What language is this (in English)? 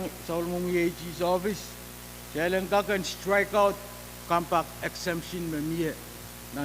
Pohnpeian